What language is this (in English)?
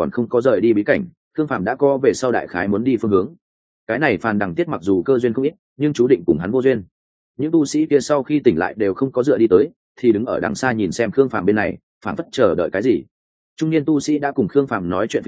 Vietnamese